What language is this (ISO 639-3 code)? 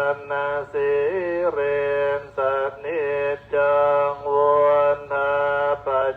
pli